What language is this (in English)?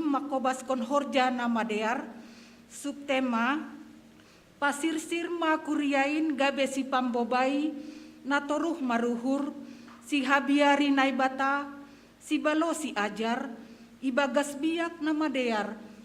Batak Simalungun